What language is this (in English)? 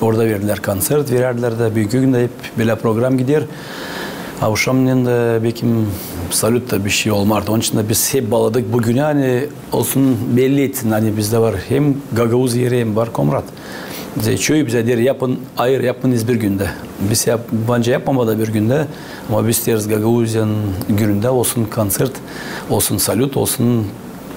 Gagauz